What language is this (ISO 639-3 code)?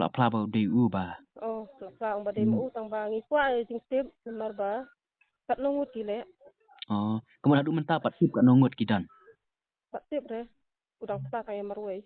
kha